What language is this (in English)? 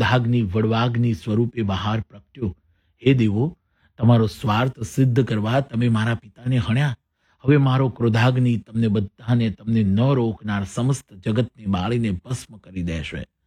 Gujarati